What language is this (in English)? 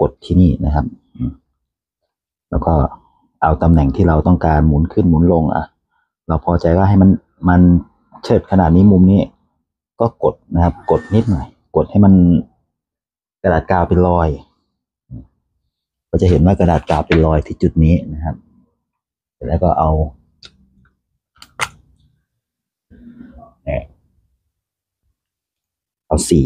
Thai